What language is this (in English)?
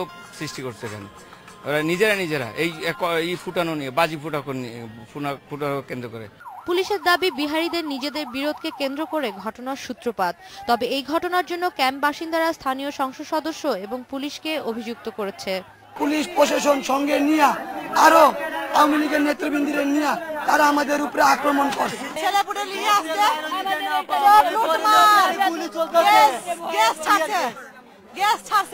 Bangla